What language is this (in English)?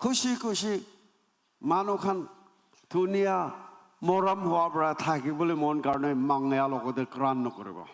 Naga Pidgin